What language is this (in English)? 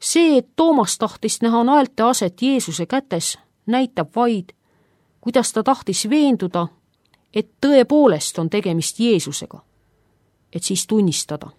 Estonian